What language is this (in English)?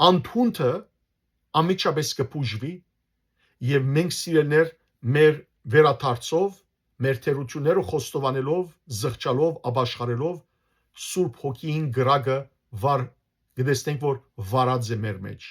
Western Armenian